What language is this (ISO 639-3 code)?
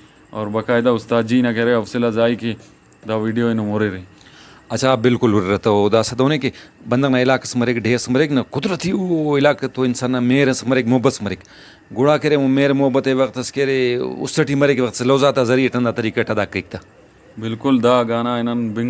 brh